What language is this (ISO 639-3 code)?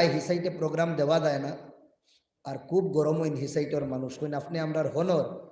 syl